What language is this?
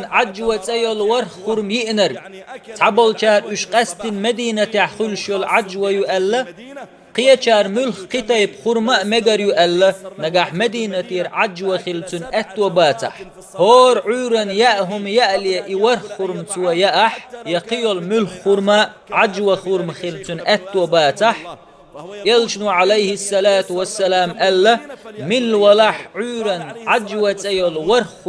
Chechen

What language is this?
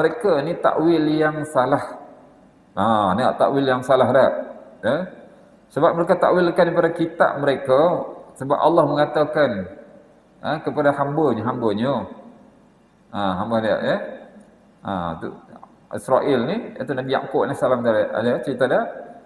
Malay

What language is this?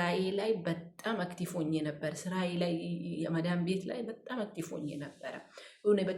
Amharic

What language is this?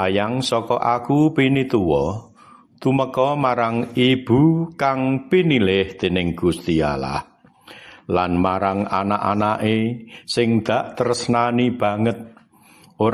Javanese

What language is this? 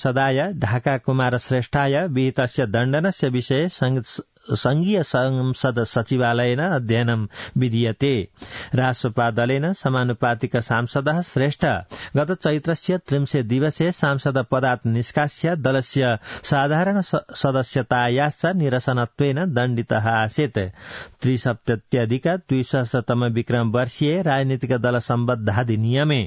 Sanskrit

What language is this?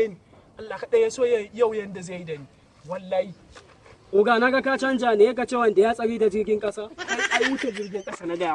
Hausa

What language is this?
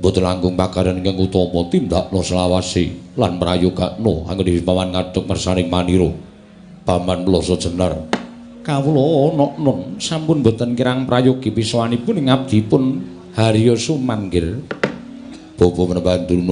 Javanese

